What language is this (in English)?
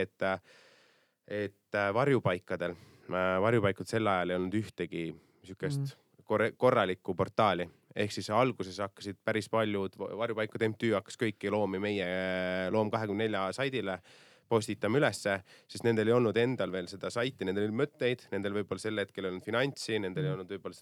Estonian